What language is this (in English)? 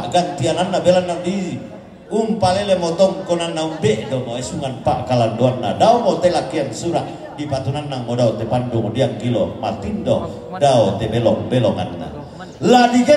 Toraja-Sa'dan